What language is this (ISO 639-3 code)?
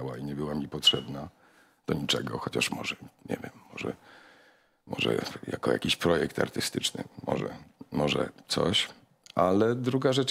pol